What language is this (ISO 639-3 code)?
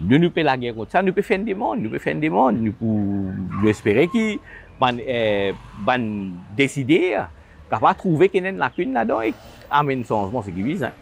mfe